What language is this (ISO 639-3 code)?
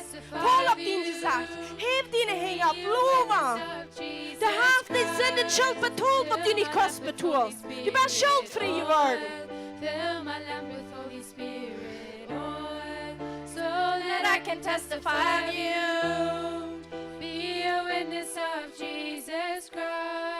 pdt